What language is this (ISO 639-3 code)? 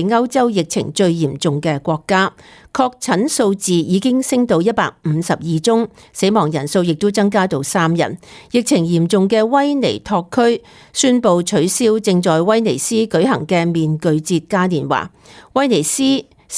yue